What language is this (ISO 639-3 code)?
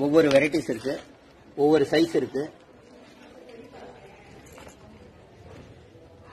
tam